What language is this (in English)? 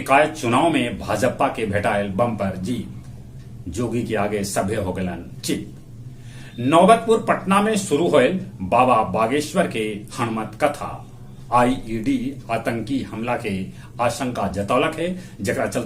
Magahi